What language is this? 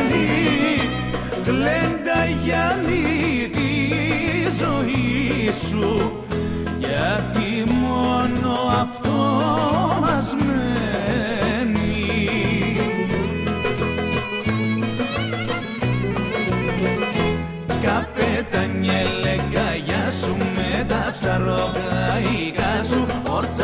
Greek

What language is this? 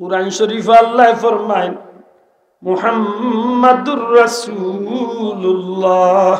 Sylheti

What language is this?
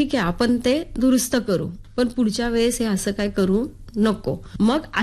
Marathi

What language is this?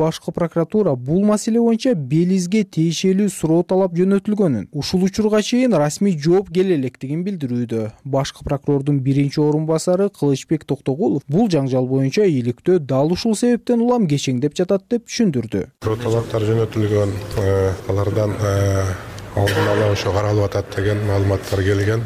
Kyrgyz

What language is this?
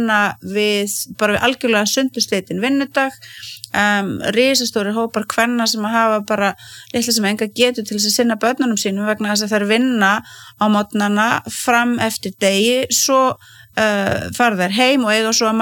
Icelandic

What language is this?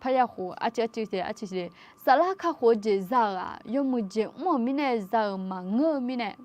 Akha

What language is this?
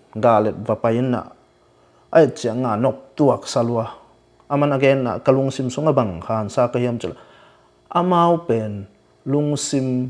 Tedim Chin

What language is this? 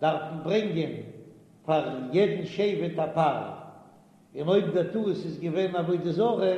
Yiddish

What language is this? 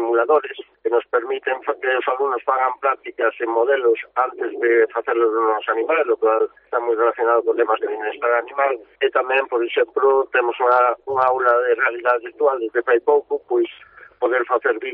Galician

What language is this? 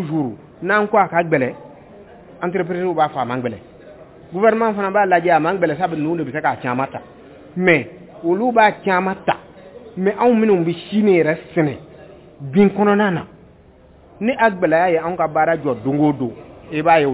Bambara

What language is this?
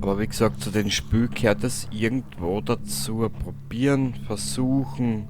Bavarian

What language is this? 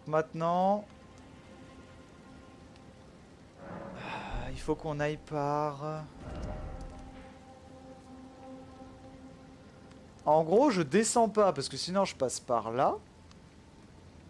French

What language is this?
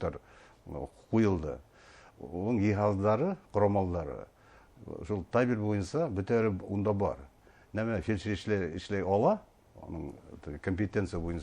Bashkir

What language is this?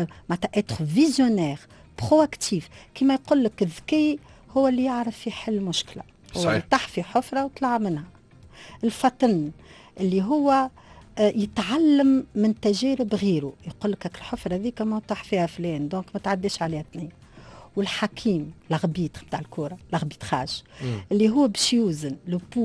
Tunisian Arabic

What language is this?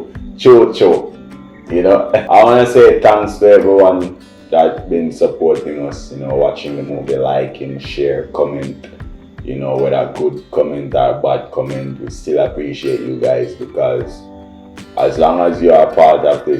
Jamaican Creole English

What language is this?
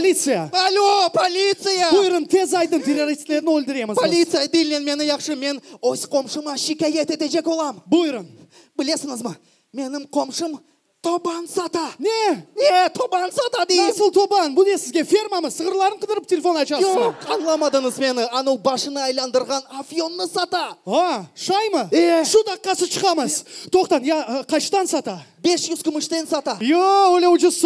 Crimean Tatar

